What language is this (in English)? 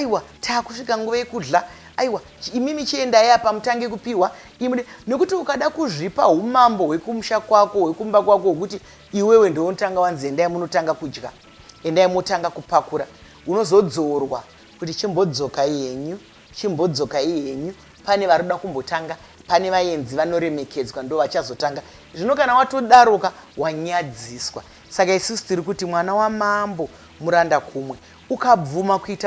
Shona